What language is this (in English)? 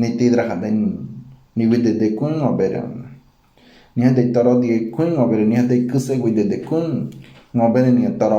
Ngäbere